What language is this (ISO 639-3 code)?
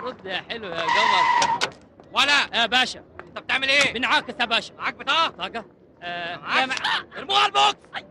arz